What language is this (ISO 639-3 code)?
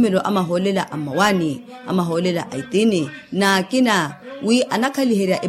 vmw